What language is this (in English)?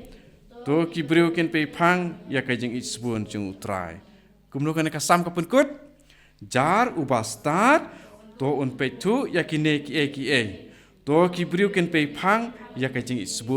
Khasi